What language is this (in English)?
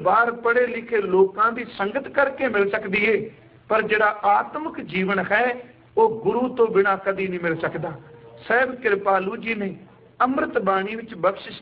Punjabi